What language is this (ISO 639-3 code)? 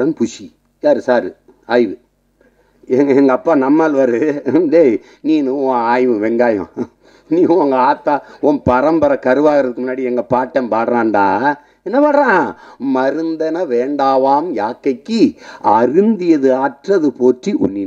tam